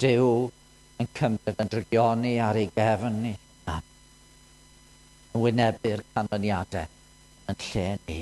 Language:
Welsh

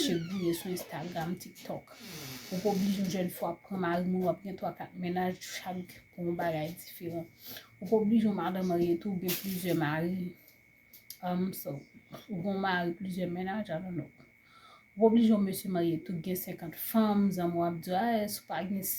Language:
Haitian Creole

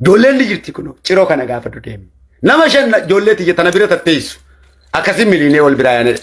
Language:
Oromo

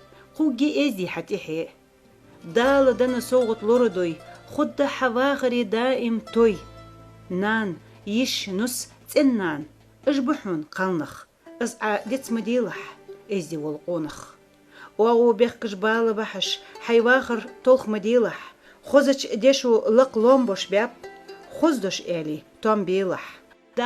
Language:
Ingush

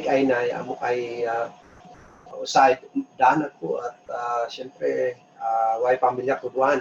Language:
Kankanaey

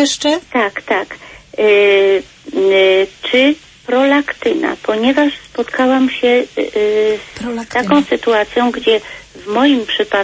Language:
Polish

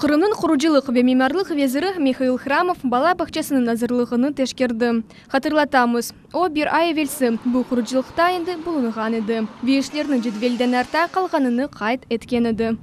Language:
Crimean Tatar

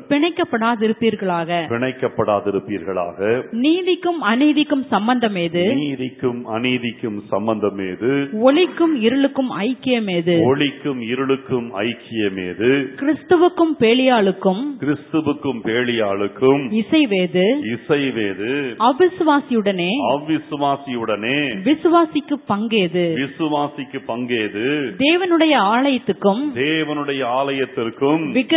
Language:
Tamil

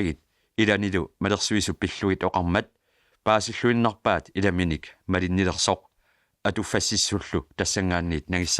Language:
Kalaallisut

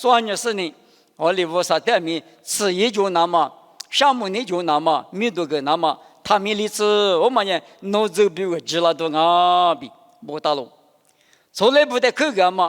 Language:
Lisu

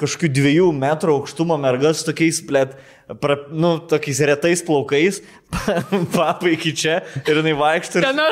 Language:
Lithuanian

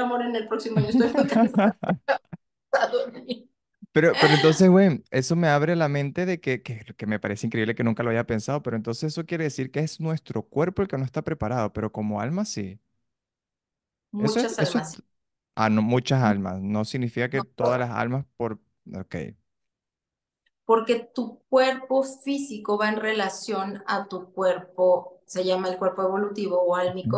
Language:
Spanish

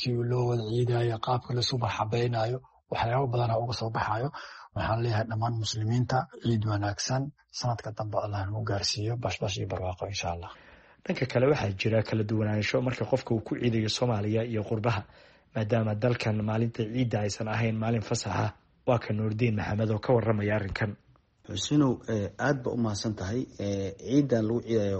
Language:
Somali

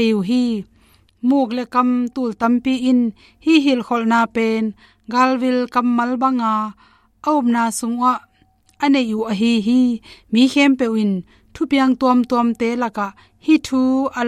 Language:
Tedim Chin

